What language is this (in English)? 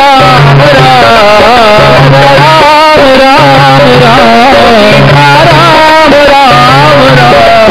Hindi